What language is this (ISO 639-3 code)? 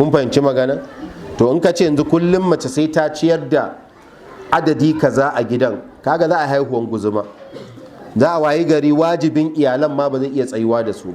hau